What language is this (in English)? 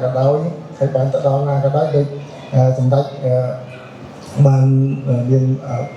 Khmer